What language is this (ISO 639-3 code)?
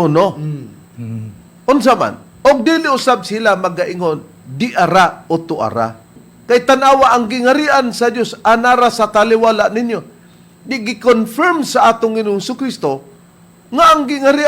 ceb